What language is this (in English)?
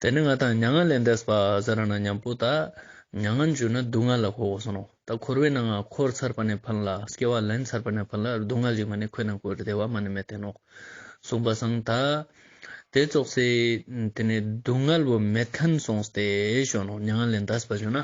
Ladakhi